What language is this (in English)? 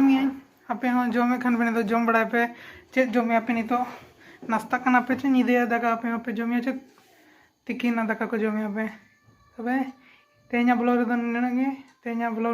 Santali